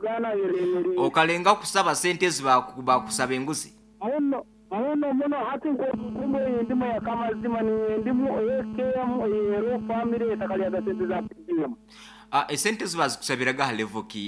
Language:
Nyoro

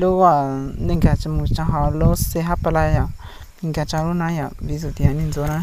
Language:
Hmong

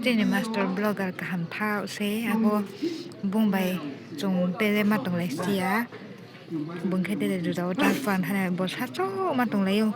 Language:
Riang (India)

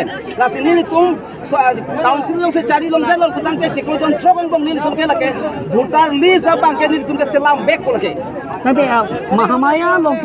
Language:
Karbi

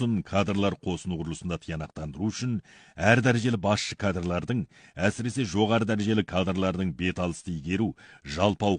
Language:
Kazakh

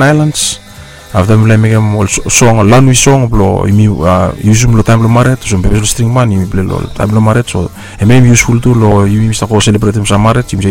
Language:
Bislama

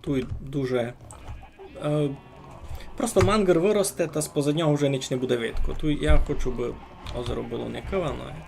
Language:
Rusyn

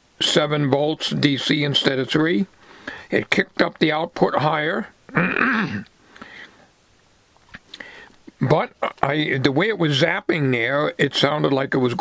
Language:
English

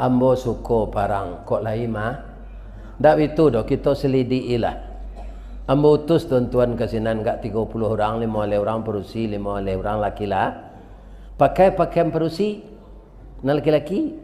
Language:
Minangkabau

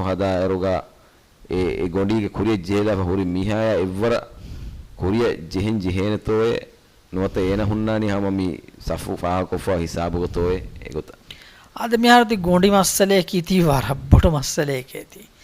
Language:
Divehi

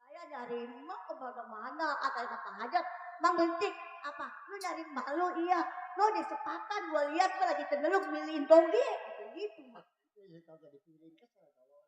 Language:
Betawi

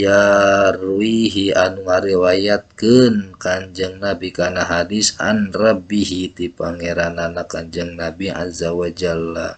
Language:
Sundanese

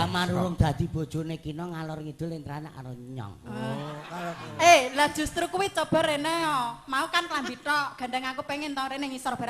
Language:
Javanese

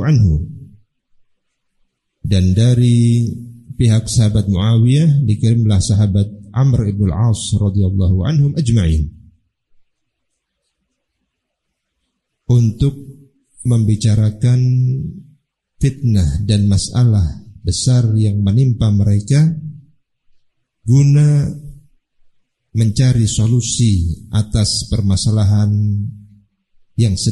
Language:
Indonesian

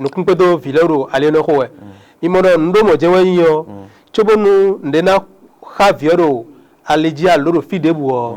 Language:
Fon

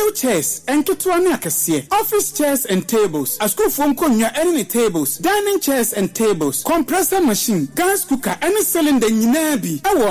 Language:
Akan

